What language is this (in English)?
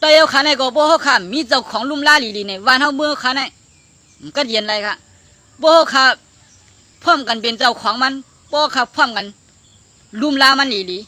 Shan